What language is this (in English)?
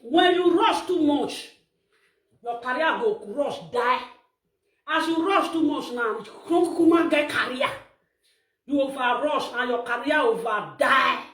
Nigerian Pidgin